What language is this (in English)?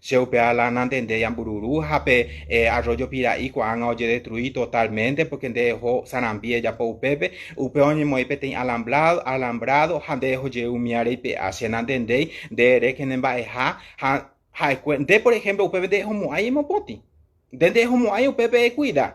Guarani